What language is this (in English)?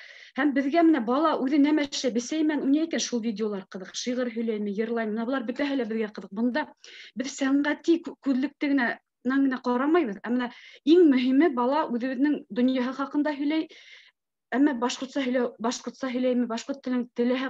Bashkir